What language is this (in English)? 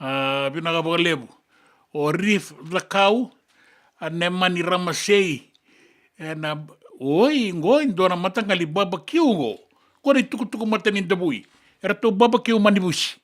Fijian